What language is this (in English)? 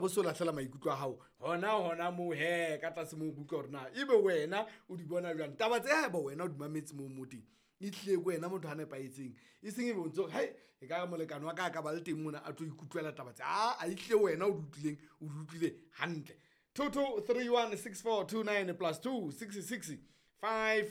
Southern Sotho